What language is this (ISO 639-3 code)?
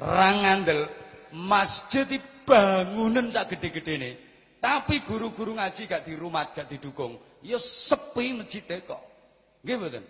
jav